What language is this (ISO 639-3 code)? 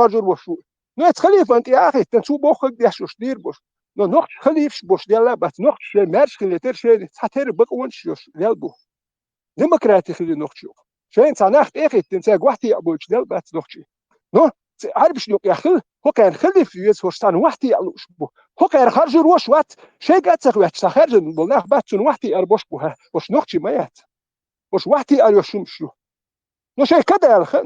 che